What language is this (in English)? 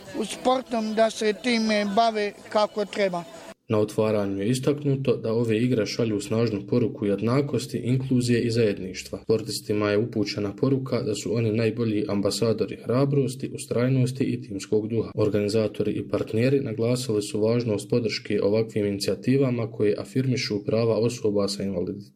Bosnian